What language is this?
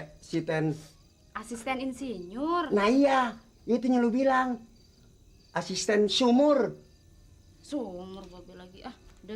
Betawi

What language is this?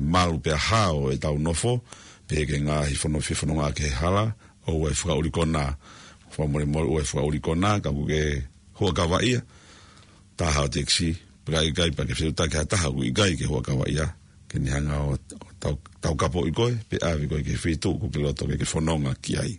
Tongan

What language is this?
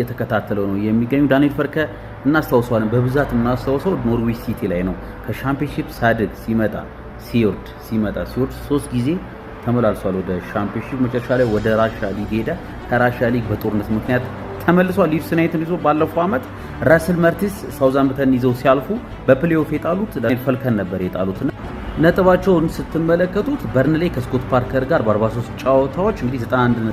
Amharic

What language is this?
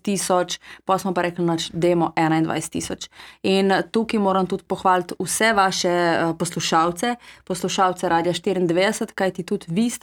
Slovenian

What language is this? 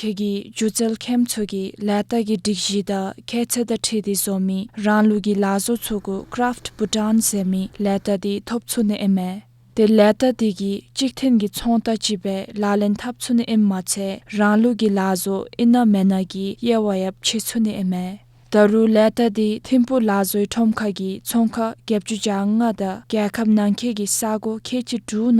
Dzongkha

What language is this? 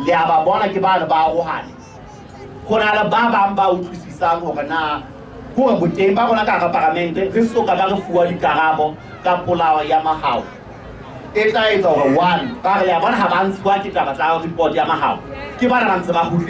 Southern Sotho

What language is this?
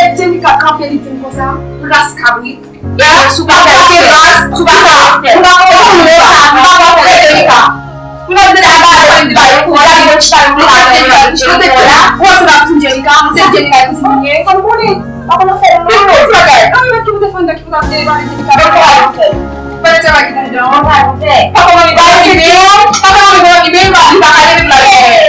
Haitian Creole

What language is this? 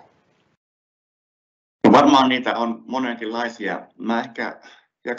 Finnish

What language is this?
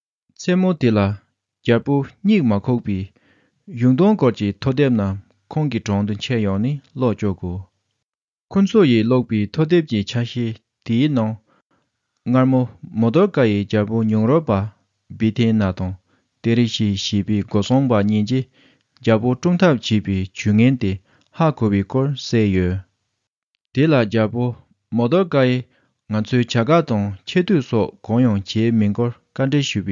Tibetan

